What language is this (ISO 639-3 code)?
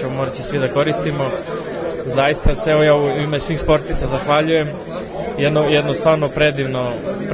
srp